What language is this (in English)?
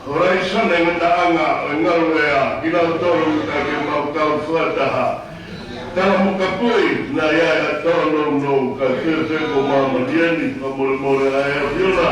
Tongan